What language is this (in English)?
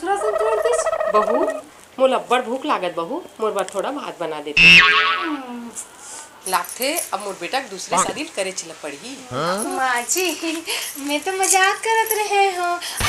Chhattisgarhi